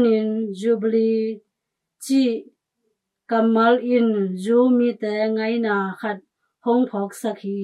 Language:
Tedim Chin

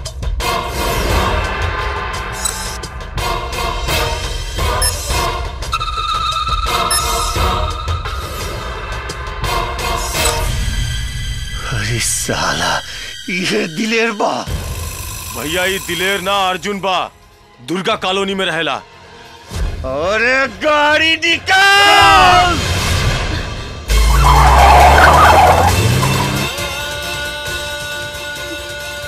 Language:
Bhojpuri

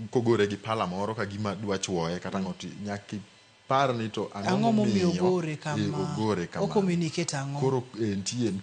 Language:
Luo (Kenya and Tanzania)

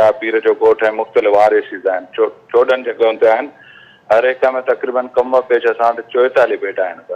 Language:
Sindhi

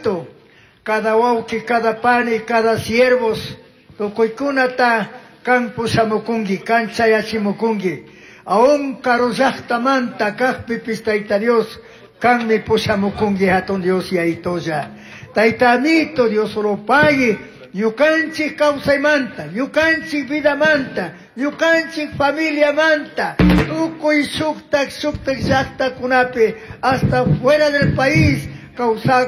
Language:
Chimborazo Highland Quichua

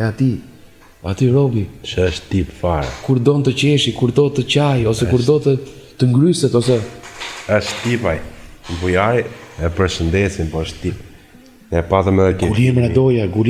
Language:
Albanian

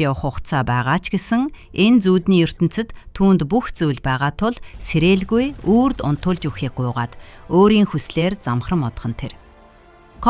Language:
Mongolian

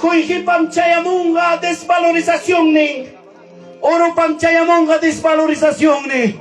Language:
Ayacucho Quechua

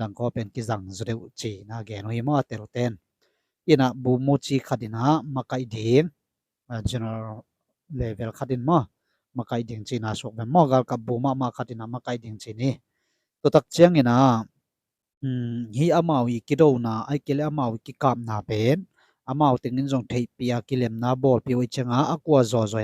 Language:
Tedim Chin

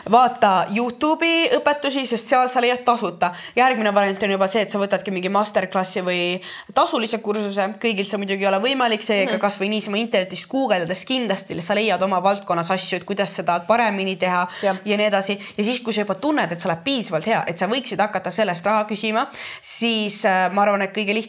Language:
Estonian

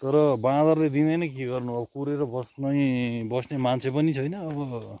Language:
Nepali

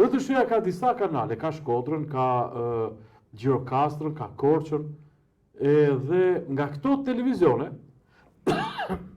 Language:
Albanian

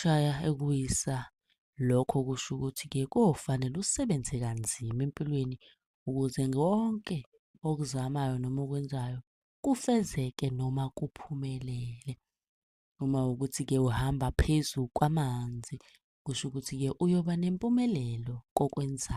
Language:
Zulu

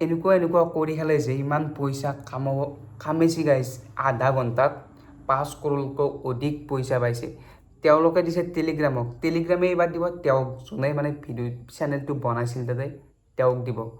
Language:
Assamese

